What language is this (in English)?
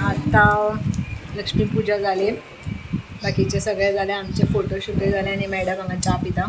Konkani